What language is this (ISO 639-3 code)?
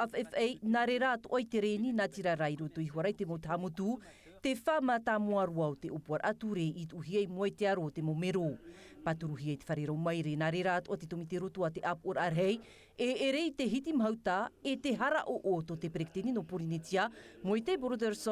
tah